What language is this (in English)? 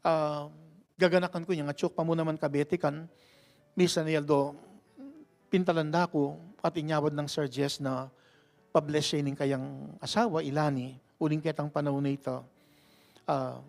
Pampanga